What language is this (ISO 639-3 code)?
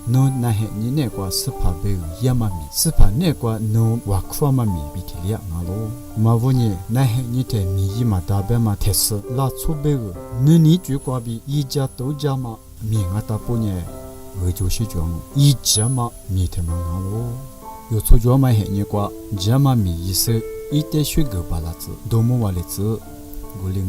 lis